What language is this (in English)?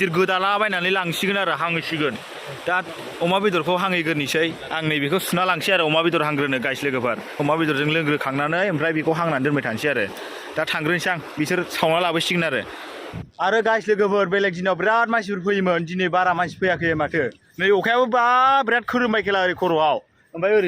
Bodo